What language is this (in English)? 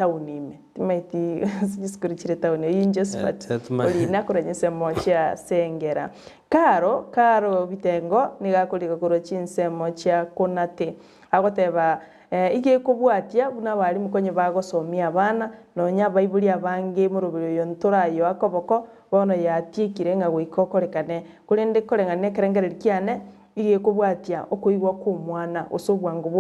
Gusii